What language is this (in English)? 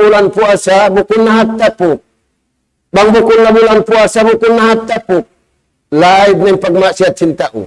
Tausug